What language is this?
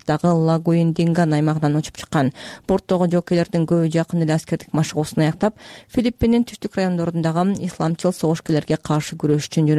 Kyrgyz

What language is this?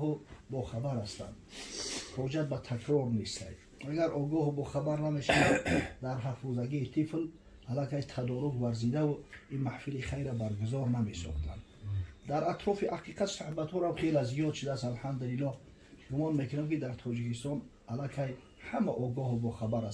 Tajik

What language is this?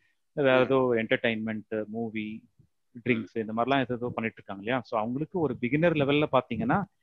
Tamil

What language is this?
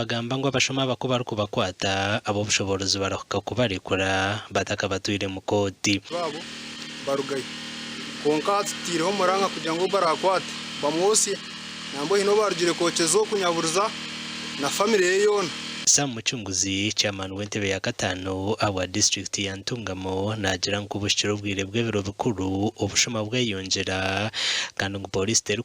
Nyankole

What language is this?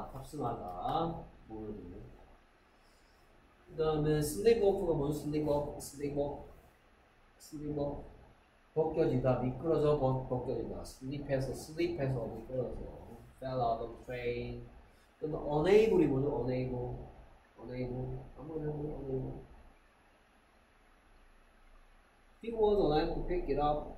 Korean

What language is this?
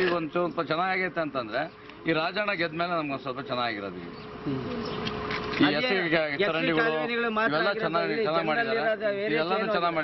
Kannada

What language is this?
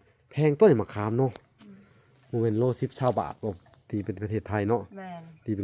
Lao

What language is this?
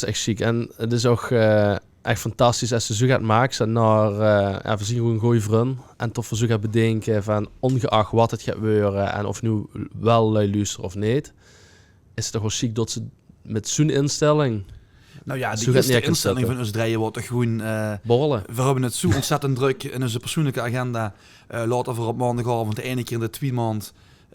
Limburgish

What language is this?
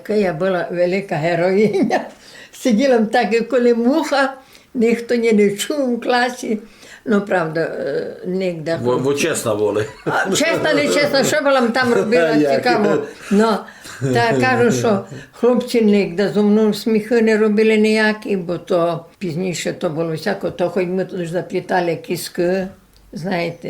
Rusyn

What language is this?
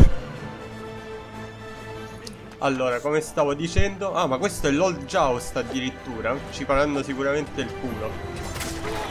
Italian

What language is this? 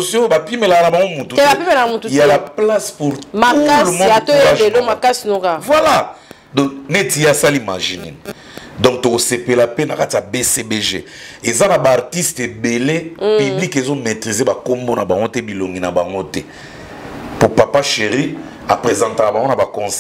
Lingala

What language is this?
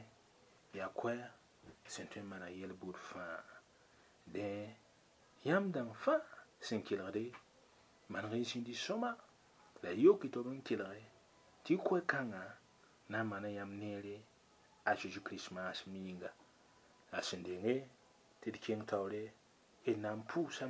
Mossi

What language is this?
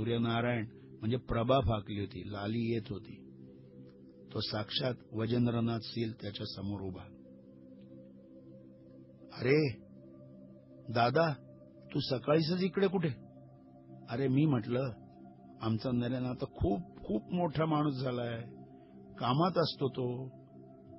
Marathi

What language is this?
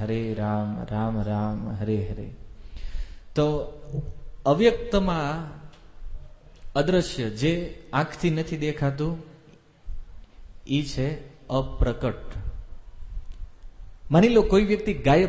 Gujarati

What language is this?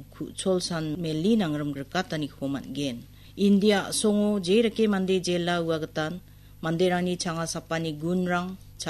Garo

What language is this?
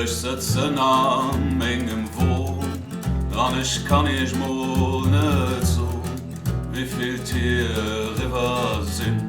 Luxembourgish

